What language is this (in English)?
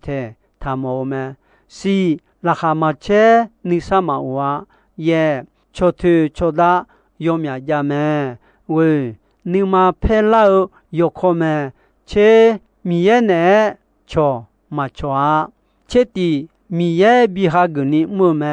Akha